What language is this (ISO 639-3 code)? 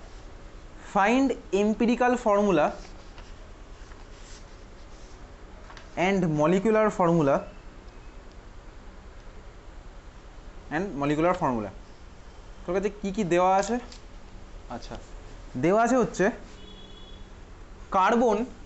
ben